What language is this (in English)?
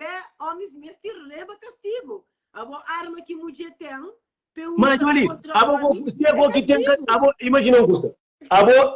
Kabuverdianu